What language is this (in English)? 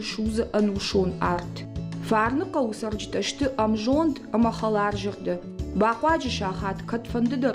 Ossetic